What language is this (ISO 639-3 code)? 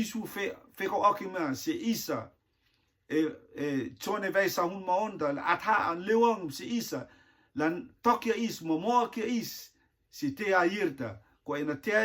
rtm